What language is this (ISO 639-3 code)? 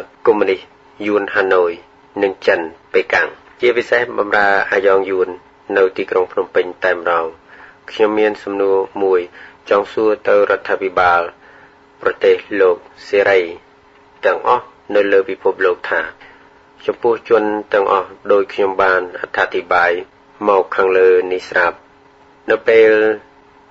khm